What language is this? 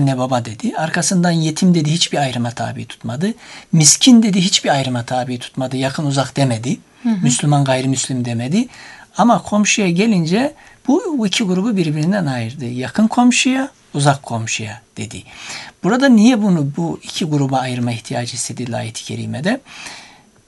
Turkish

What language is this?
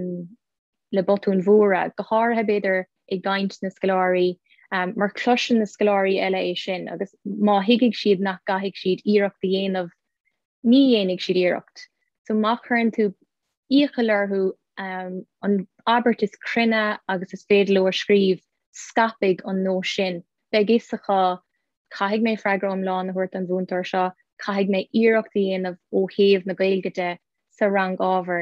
Irish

